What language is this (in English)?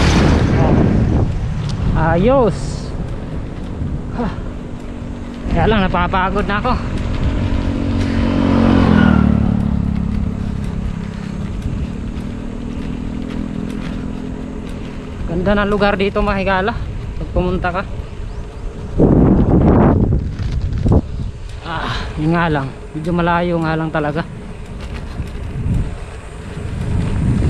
Filipino